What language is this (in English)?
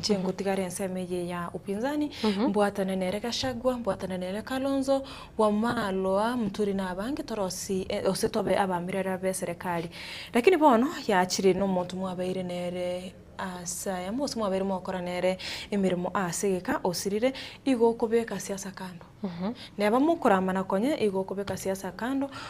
Gusii